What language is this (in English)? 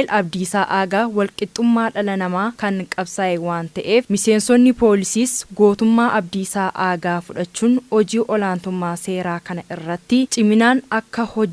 Oromo